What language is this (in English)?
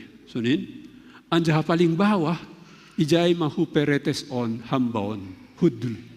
Batak Simalungun